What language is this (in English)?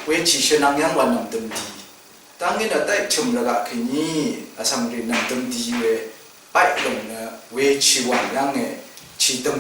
Rawang